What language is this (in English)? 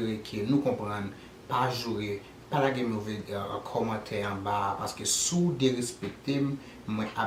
Haitian Creole